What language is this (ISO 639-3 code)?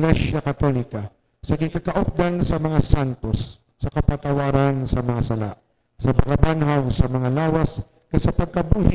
hil